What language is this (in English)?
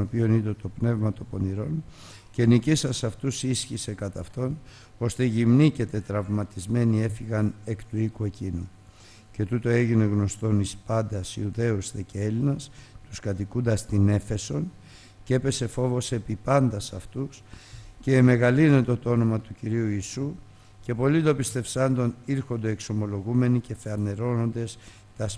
Greek